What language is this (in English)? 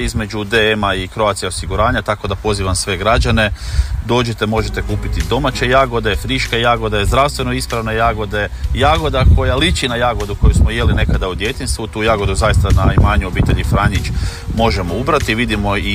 Croatian